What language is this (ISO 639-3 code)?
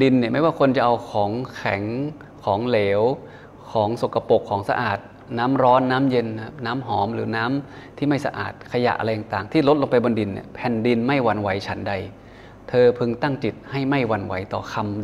tha